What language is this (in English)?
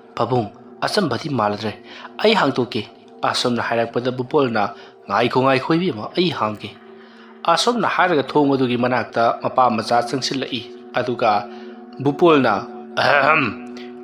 Manipuri